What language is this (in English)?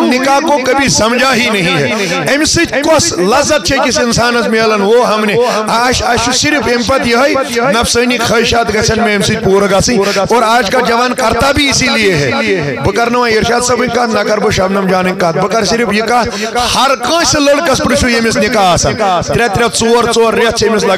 Kashmiri